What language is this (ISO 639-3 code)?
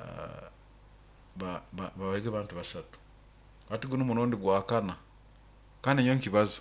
nyo